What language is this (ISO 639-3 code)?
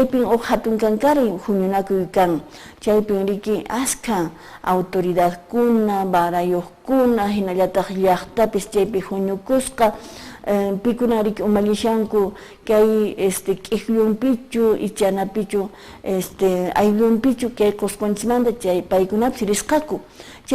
que